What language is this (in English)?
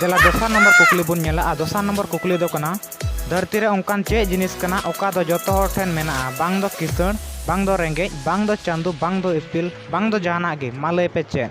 Santali